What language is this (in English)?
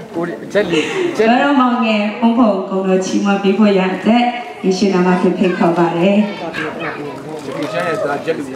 Burmese